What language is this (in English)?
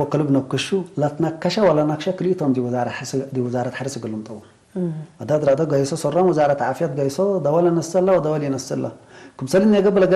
Tigre